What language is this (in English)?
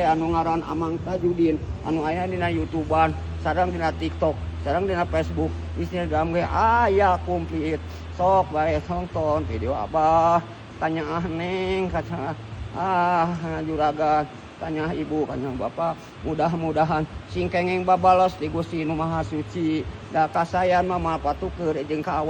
Sundanese